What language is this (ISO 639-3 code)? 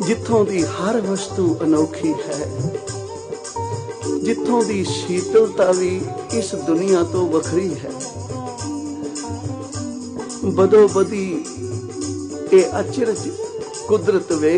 pan